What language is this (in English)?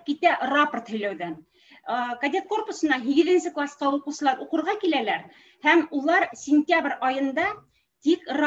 Bashkir